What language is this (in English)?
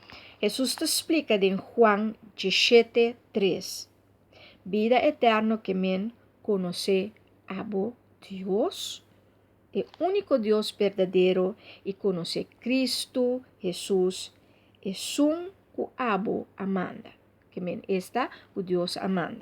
Papiamento